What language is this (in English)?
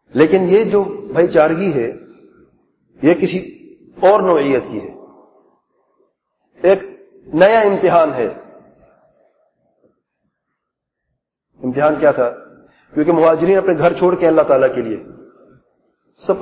Urdu